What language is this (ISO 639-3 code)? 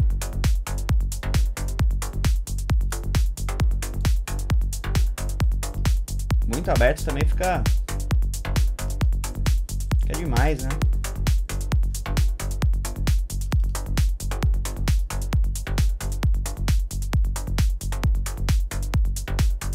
por